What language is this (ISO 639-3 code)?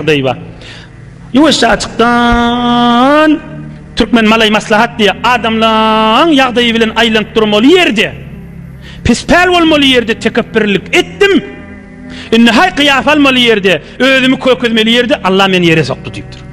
tuk